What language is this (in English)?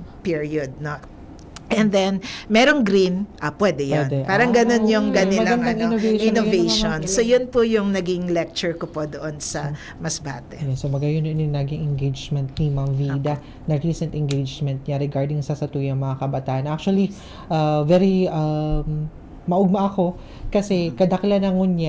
Bikol